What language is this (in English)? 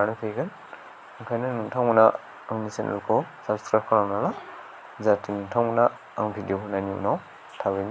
Bodo